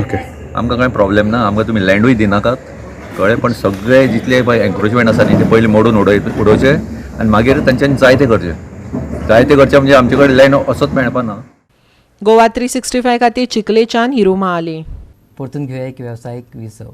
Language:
Konkani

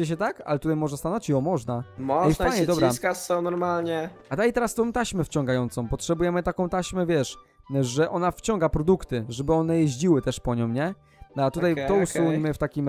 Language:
Polish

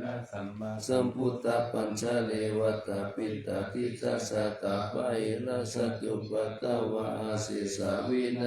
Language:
Pali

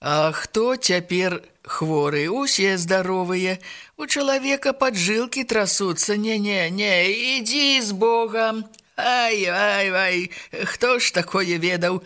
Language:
Belarusian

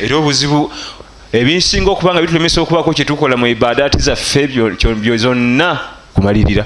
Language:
Ganda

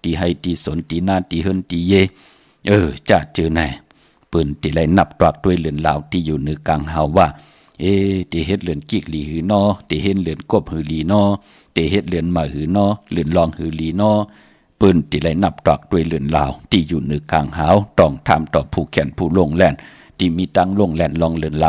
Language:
Shan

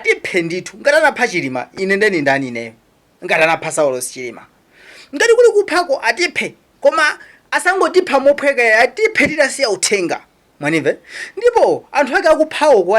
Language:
Nyanja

